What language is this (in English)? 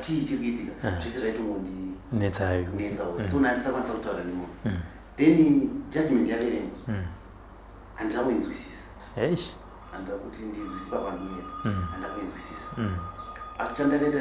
Shona